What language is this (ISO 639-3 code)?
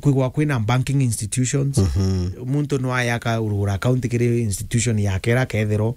mer